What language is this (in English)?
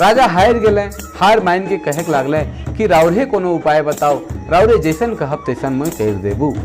Sadri